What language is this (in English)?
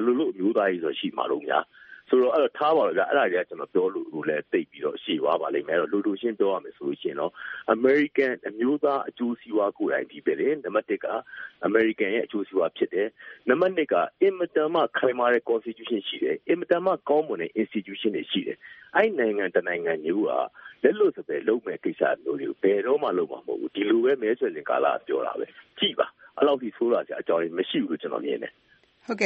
Burmese